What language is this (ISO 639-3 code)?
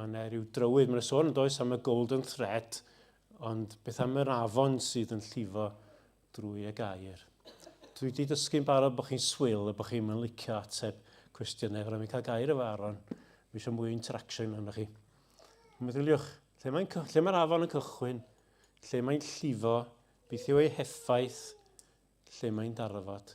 cym